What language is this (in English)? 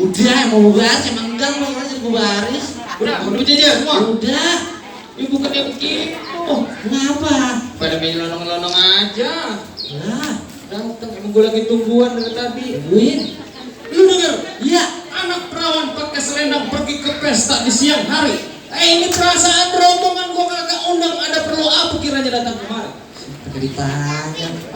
Betawi